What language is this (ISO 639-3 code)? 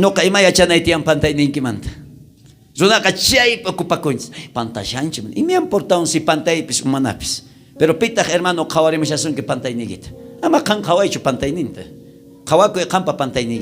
quh